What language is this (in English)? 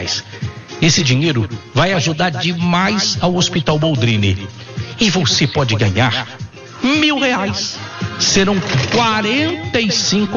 Portuguese